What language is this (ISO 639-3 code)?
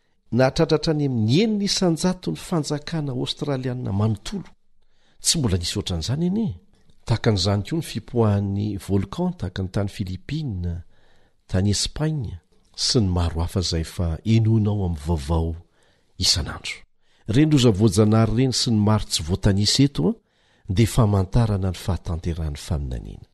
mlg